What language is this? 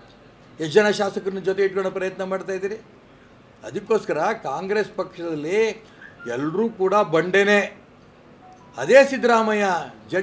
Kannada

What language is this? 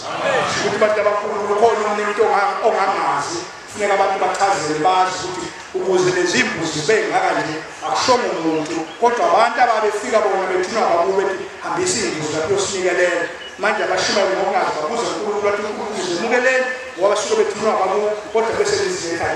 Zulu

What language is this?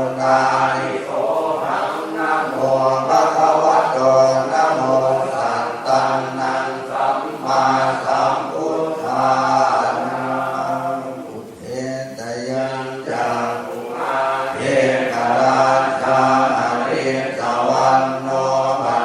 Pali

